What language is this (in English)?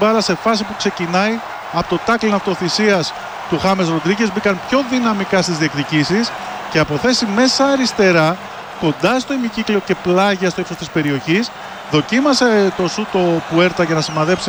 Greek